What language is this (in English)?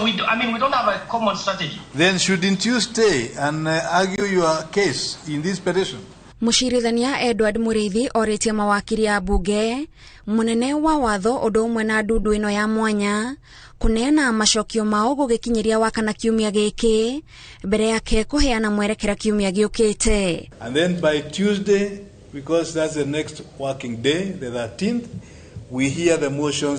Kikuyu